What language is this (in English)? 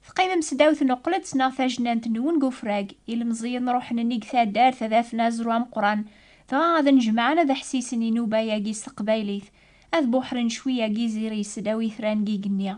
Kabyle